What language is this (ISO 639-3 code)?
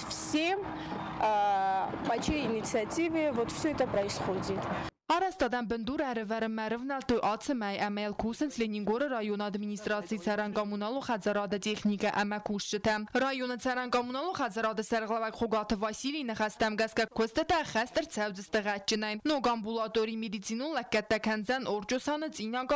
oss